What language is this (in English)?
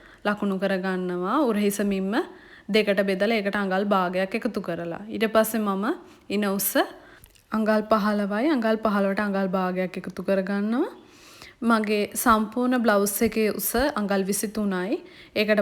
Sinhala